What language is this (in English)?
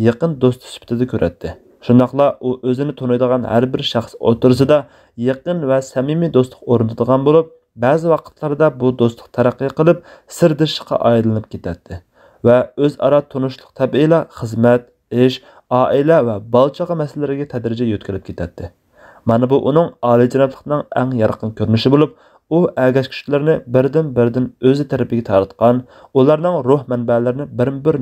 Uyghur